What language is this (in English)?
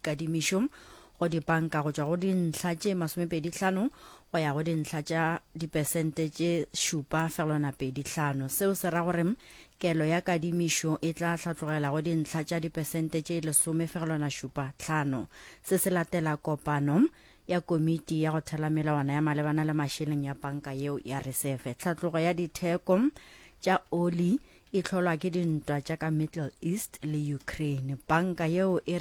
Northern Sotho